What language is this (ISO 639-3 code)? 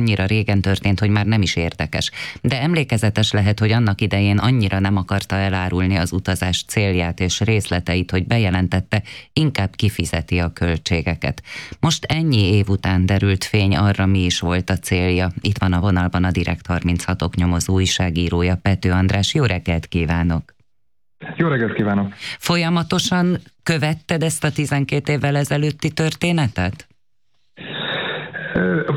hun